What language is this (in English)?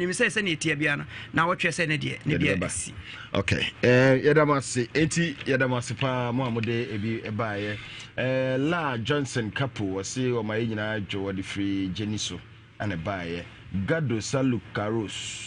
Akan